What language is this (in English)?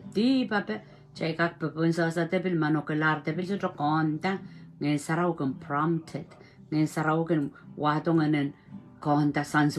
Pohnpeian